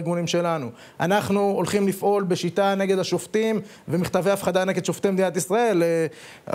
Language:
Hebrew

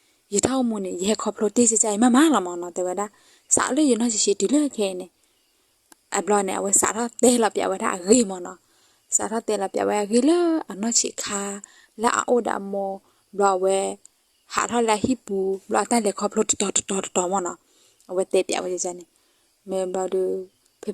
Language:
S'gaw Karen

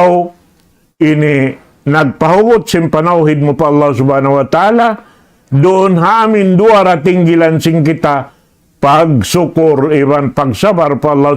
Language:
Tausug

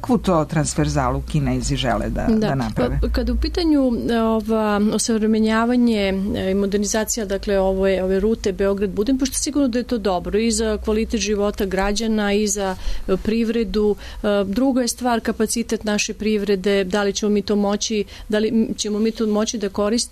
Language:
Serbian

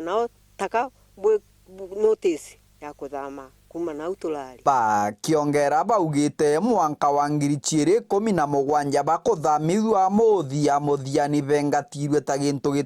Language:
Meru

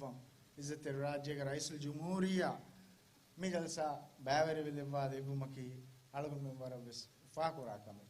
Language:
Divehi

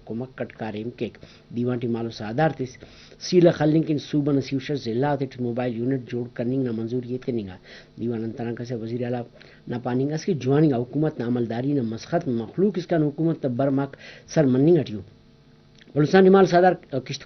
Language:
Brahui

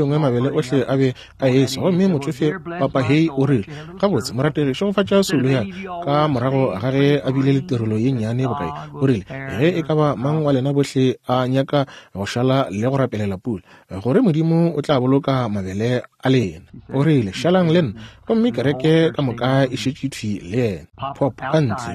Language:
Northern Sotho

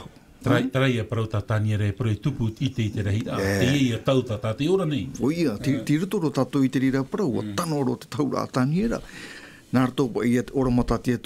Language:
Tahitian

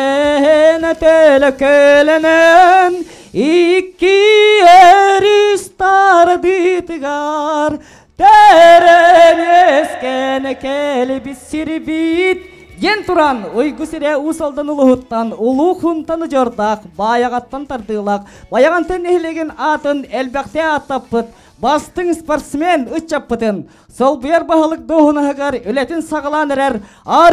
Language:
Yakut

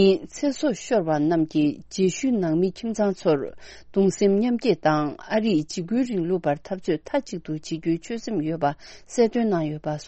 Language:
Tibetan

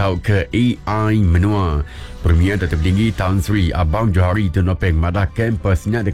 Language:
Iban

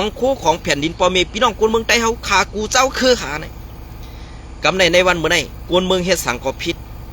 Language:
Shan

